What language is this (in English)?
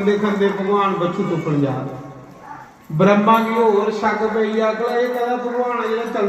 Dogri